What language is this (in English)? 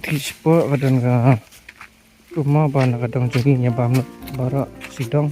Khasi